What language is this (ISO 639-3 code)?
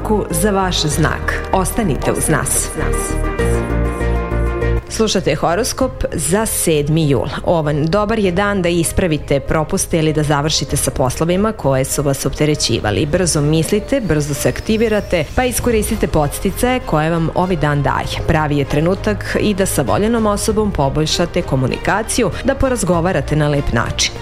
srp